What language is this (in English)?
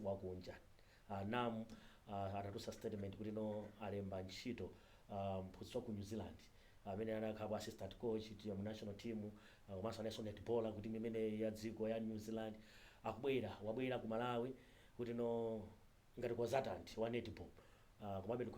Nyanja